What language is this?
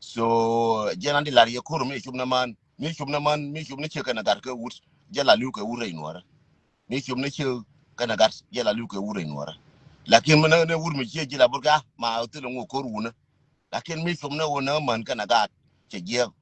Nuer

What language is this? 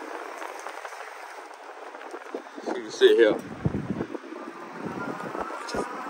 Danish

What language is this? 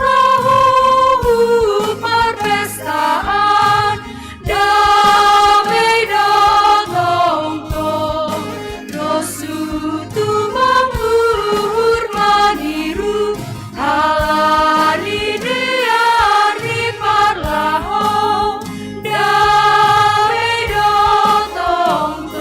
Batak Simalungun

